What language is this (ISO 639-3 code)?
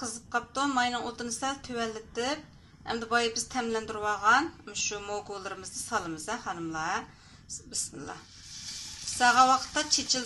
uig